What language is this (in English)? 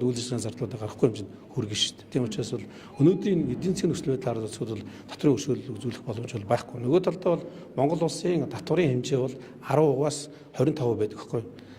Mongolian